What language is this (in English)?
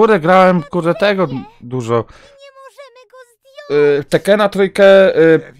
Polish